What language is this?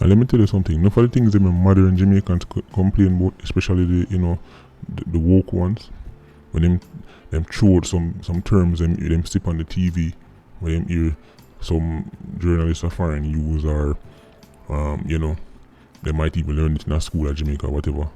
Jamaican Creole English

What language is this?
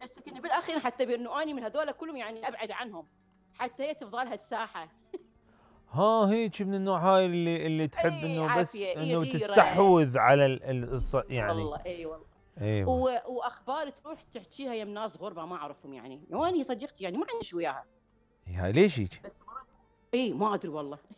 Mesopotamian Arabic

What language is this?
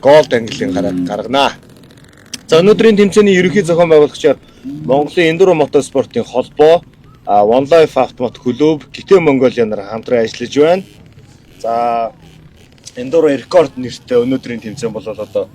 Mongolian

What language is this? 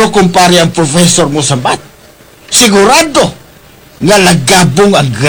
Hiligaynon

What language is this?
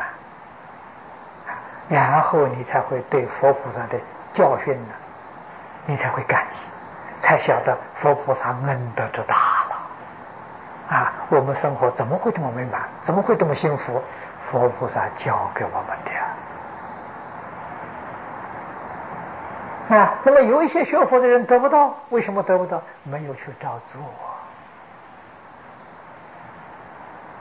Chinese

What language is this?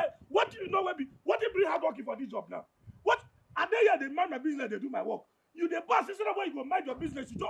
Nigerian Pidgin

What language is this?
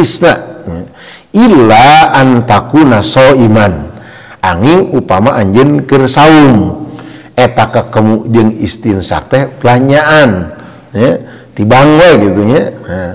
Sundanese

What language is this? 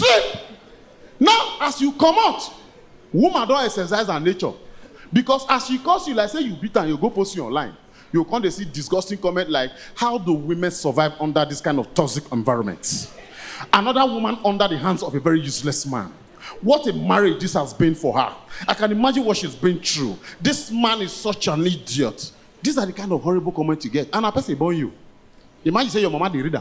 Nigerian Pidgin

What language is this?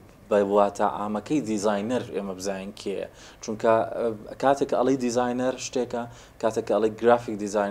Central Kurdish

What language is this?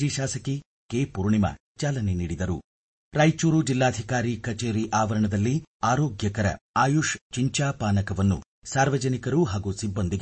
Kannada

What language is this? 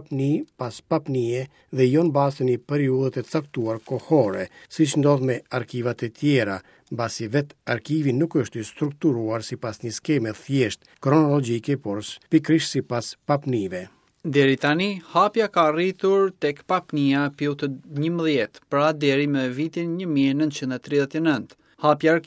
Albanian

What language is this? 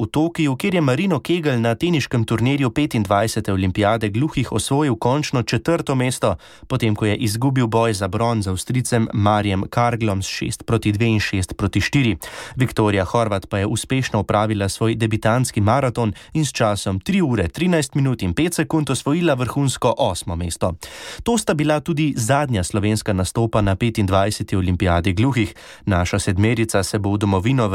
Slovenian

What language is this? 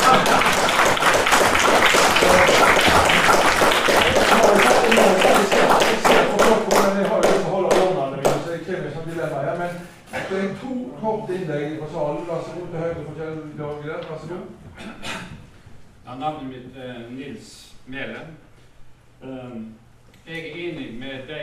Norwegian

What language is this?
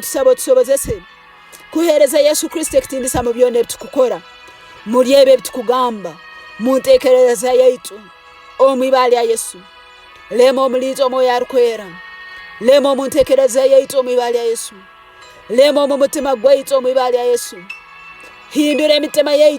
Tooro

